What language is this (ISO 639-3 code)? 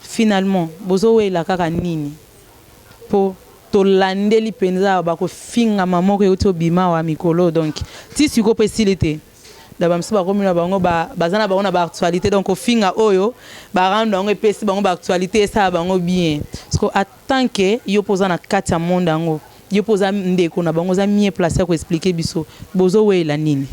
lin